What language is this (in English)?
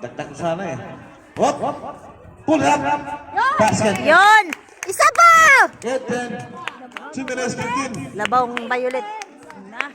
Cebuano